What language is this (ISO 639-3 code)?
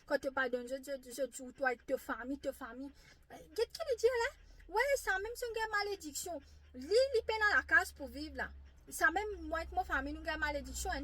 mfe